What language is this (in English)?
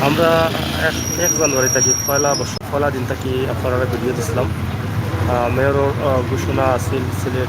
Sylheti